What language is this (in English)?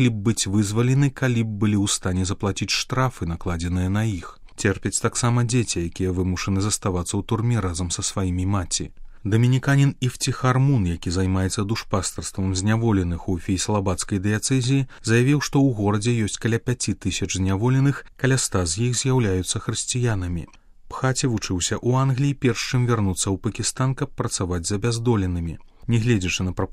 Belarusian